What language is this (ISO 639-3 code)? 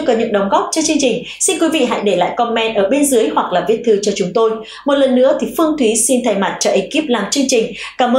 vie